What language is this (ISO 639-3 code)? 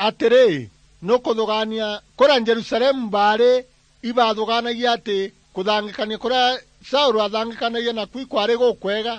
mer